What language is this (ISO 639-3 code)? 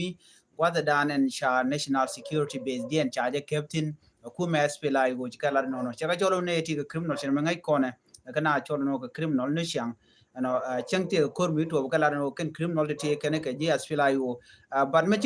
nus